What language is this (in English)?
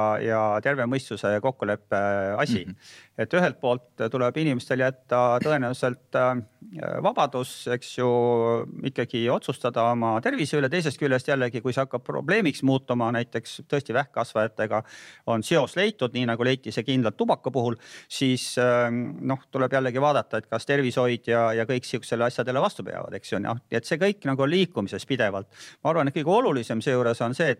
Estonian